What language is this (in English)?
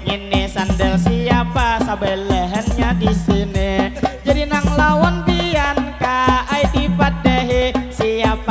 Banjar